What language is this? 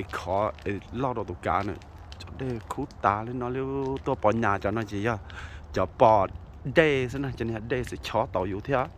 Hmong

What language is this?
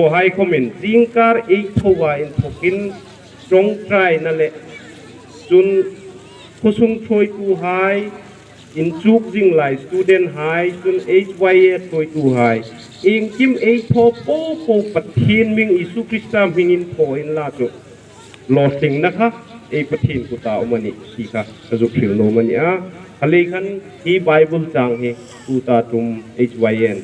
Hmar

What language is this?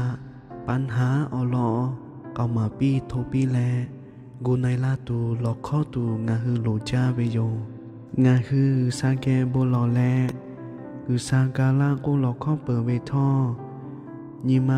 Lahu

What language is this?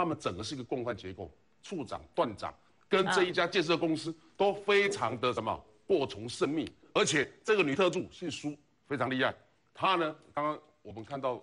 Chinese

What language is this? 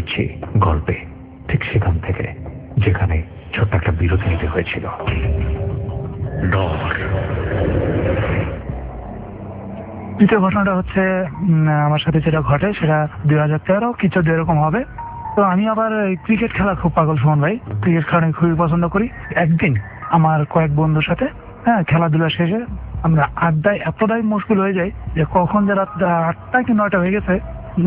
Bangla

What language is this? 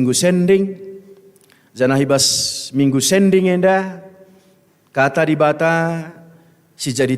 Batak Karo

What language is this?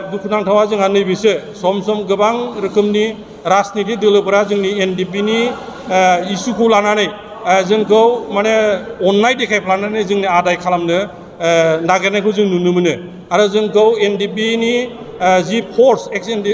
Bodo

